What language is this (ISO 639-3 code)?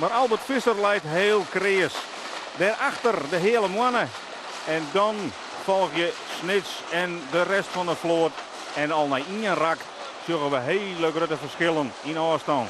fry